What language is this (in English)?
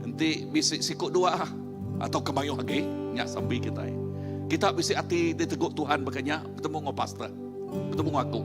Iban